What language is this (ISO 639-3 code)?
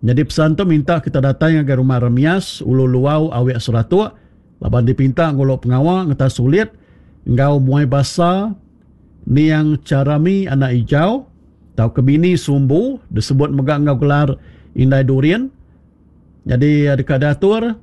iba